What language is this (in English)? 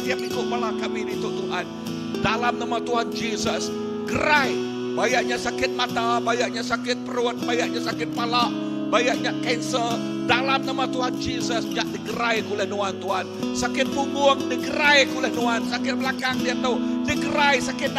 Iban